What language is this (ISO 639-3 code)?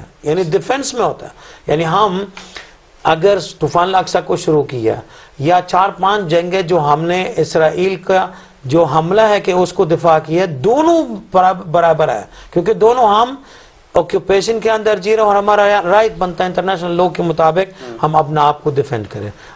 urd